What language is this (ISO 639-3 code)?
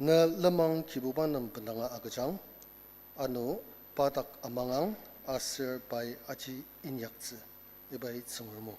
njo